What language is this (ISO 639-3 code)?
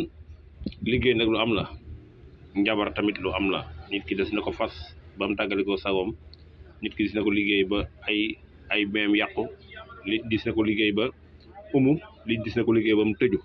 wol